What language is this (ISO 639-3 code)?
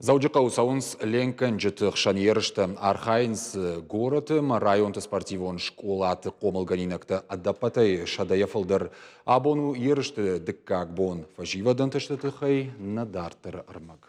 oss